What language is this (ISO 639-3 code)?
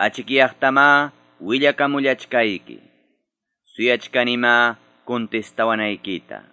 que